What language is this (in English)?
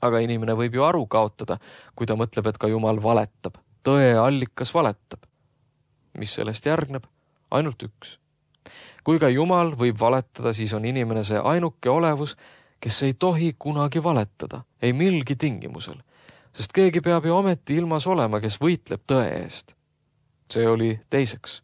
Estonian